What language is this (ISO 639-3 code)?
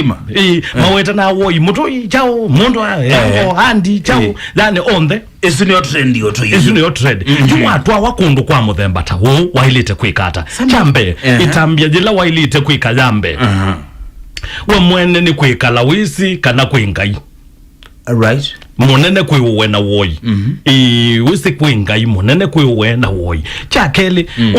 kam